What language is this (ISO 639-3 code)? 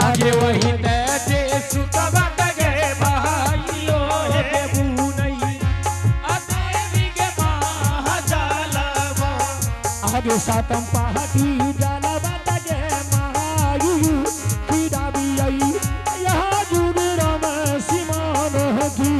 anp